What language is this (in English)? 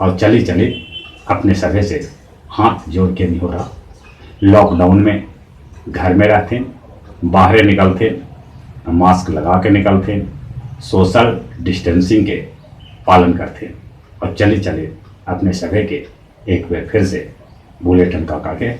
Magahi